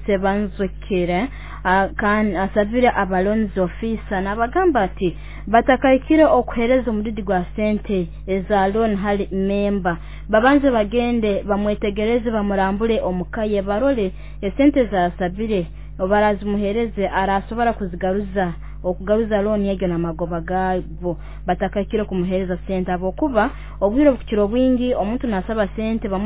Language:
Nyoro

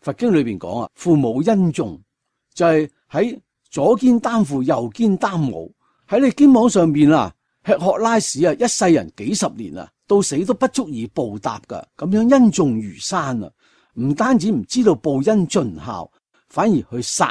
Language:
Cantonese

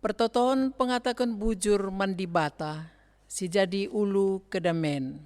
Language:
Batak Karo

